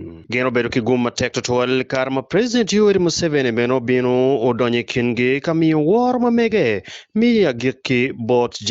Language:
Acoli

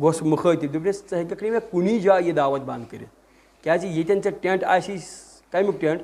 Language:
Kashmiri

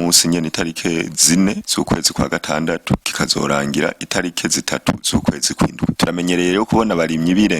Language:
Rundi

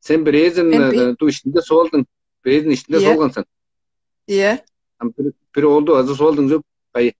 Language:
Tuvinian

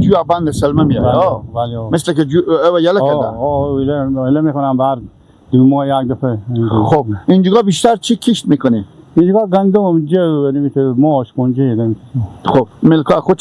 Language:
Persian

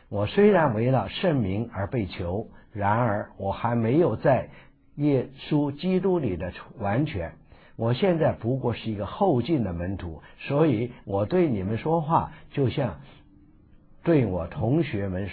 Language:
Chinese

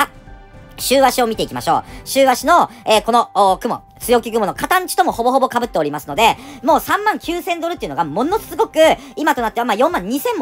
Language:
Japanese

